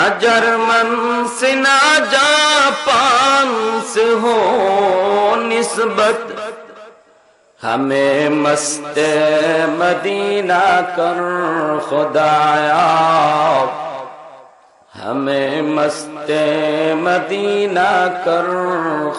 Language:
Bangla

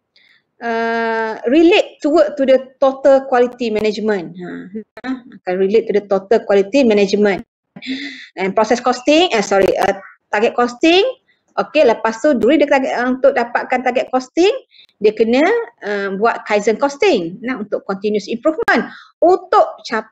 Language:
Malay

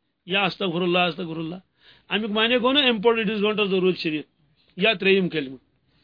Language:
Kashmiri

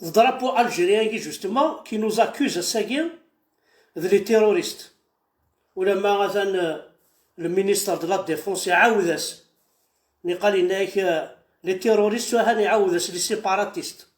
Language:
Kabyle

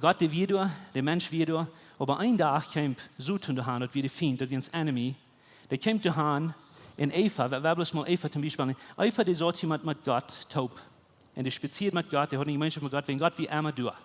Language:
Plautdietsch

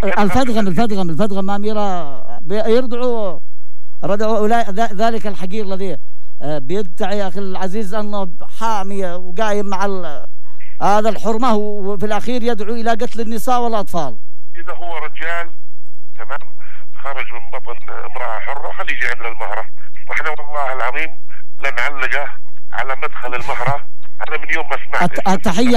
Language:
Arabic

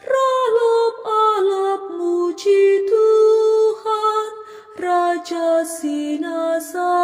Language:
Batak Karo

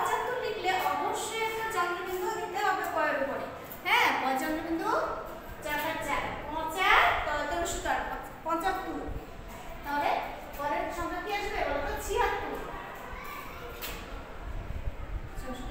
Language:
Bangla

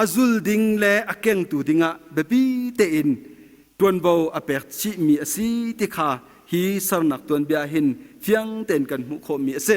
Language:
Hakha Chin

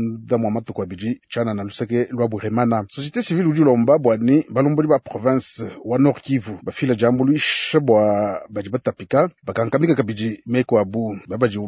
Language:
Luba-Lulua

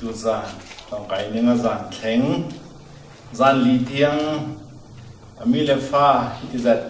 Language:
Falam Chin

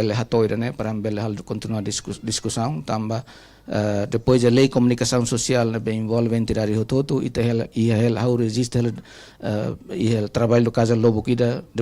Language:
Tetum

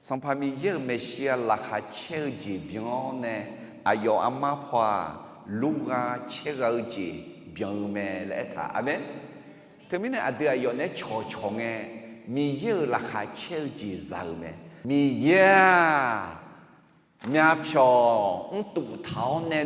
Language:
Akha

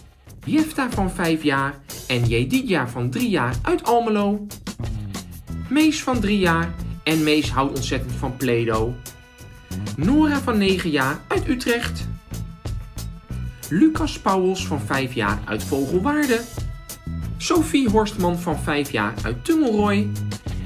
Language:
Dutch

